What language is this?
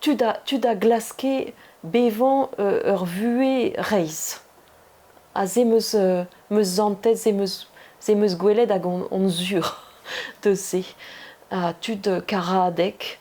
Breton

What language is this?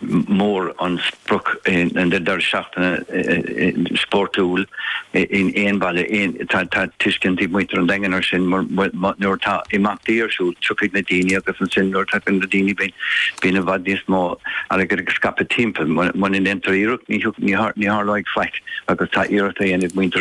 Irish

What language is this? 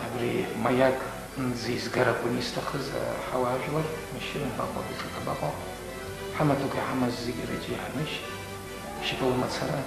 Abkhazian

